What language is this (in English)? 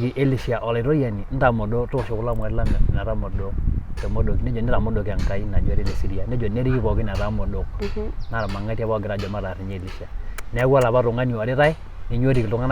Masai